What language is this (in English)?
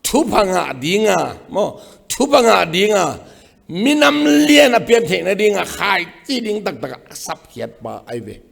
Tedim Chin